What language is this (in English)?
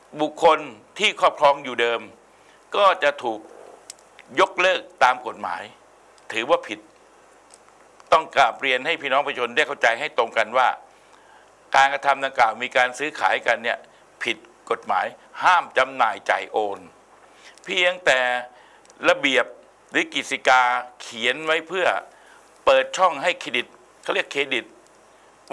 Thai